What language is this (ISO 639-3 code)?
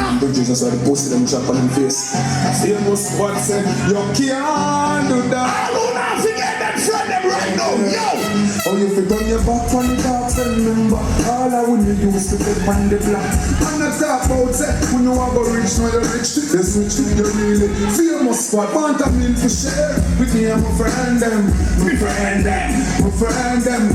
jam